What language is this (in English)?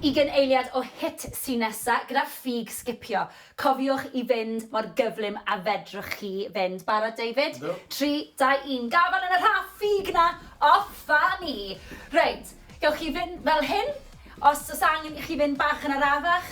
Welsh